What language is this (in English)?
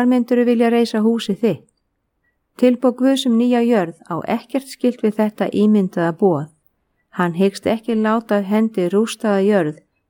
Icelandic